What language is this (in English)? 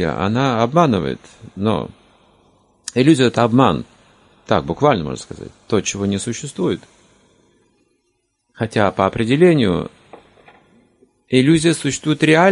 Russian